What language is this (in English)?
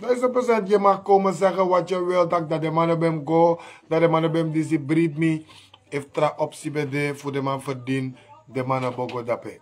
Sranan Tongo